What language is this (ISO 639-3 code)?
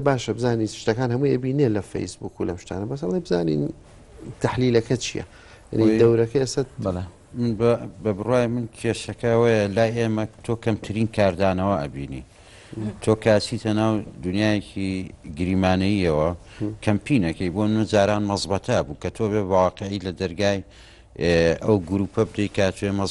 ckb